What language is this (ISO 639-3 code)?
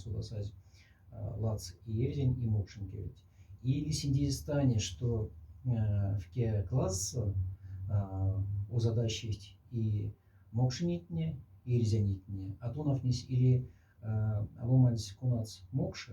mdf